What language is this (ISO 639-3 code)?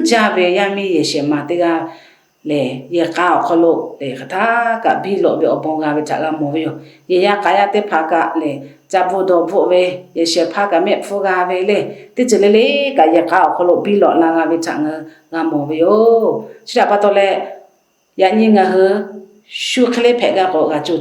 lhu